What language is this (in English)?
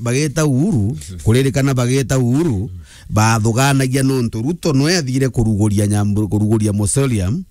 Meru